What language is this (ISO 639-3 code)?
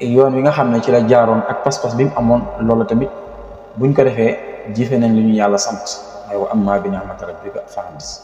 wol